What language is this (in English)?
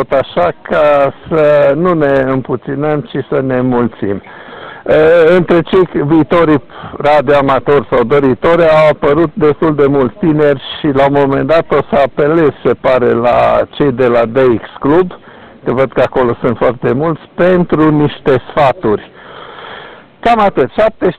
Romanian